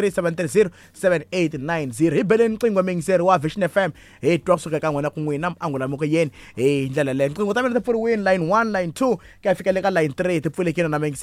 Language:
Tsonga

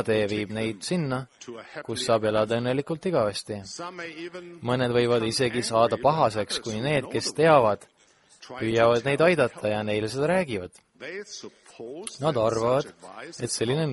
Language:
Estonian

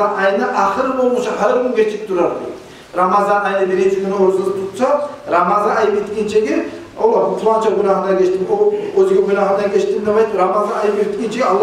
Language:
Kumyk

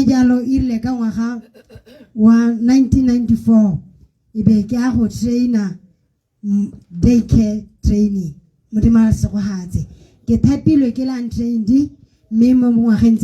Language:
Tswana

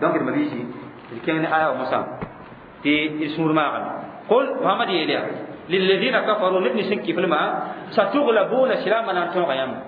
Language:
Mossi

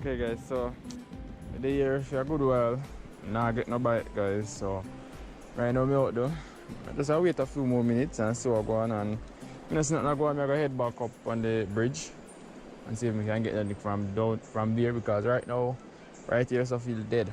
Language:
Jamaican Creole English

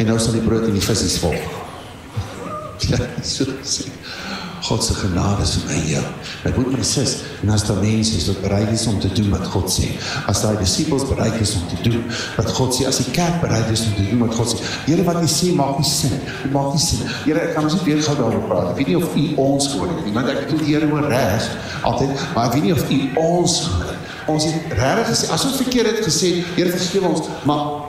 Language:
Afrikaans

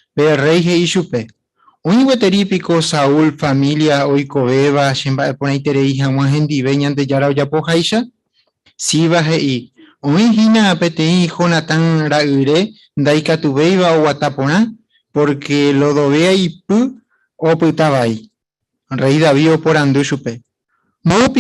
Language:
Guarani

